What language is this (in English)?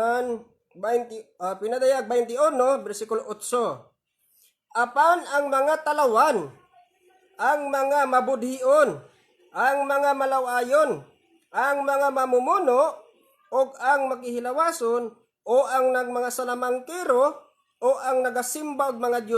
Cebuano